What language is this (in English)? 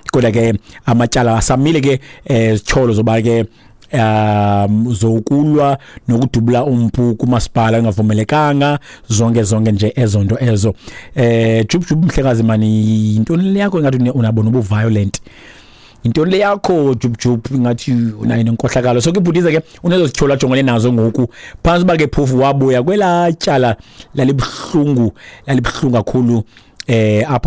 Xhosa